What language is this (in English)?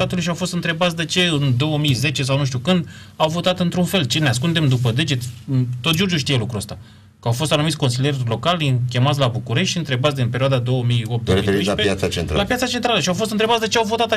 Romanian